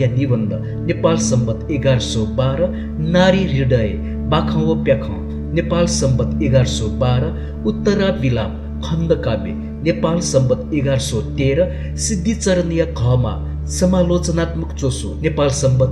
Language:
Newari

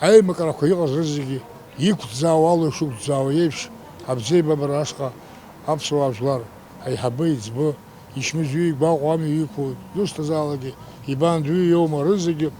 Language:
Abkhazian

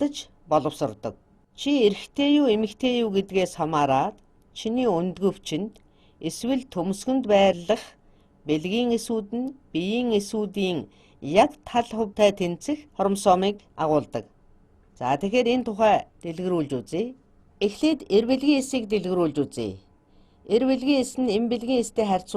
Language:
Mongolian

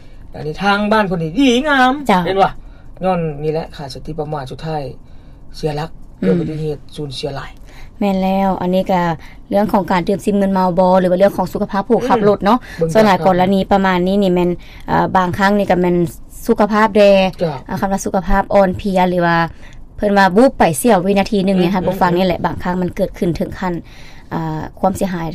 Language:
Lao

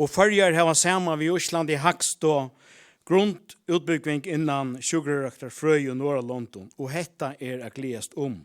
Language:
Faroese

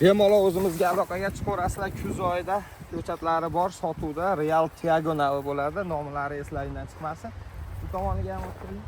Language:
Uzbek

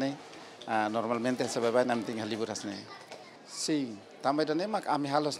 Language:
Tetum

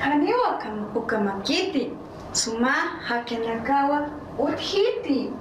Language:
Aymara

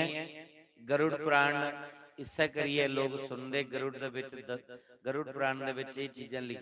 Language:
Dogri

